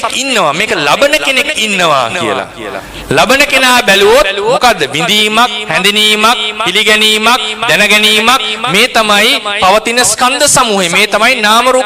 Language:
Sinhala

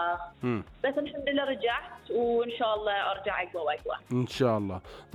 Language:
Gulf Arabic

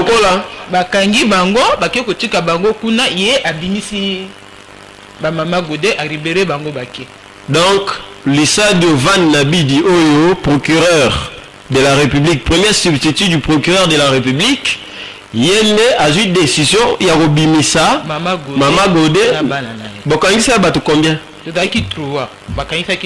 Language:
Lingala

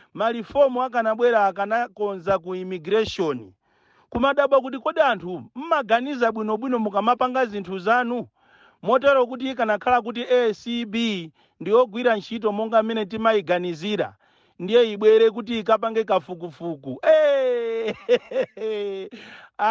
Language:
Nyanja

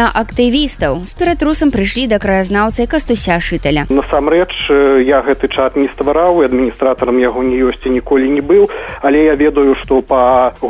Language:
Belarusian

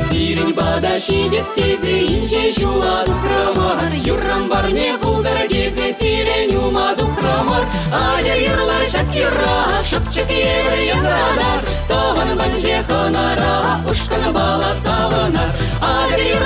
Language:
Chuvash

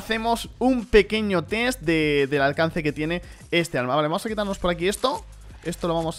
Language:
Spanish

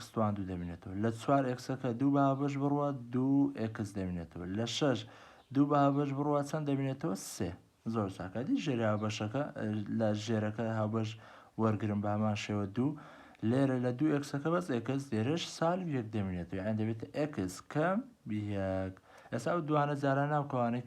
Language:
Central Kurdish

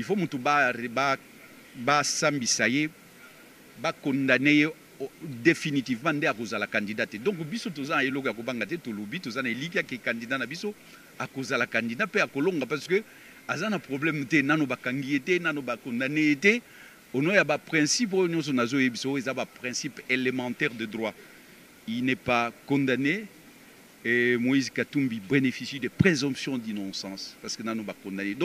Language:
Lingala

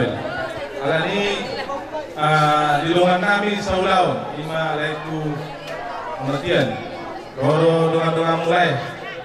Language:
Batak Toba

